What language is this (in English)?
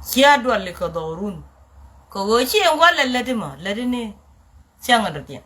Nuer